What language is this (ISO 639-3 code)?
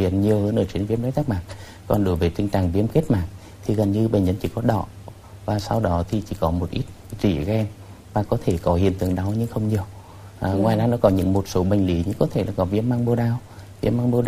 vie